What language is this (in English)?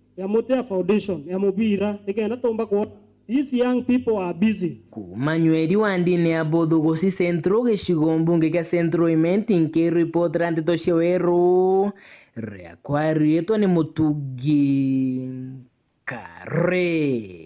Meru